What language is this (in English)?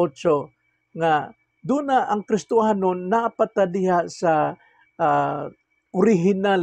Cebuano